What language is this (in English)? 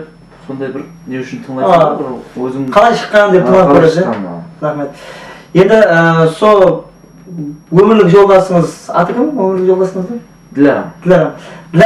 Kara-Kalpak